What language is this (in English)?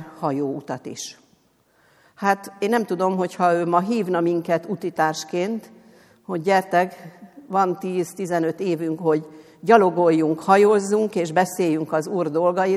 Hungarian